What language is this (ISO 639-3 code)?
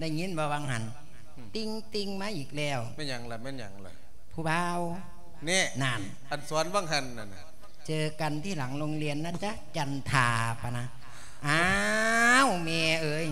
lao